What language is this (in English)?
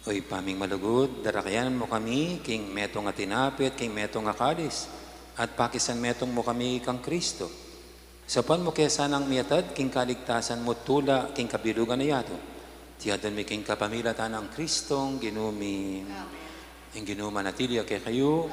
Pampanga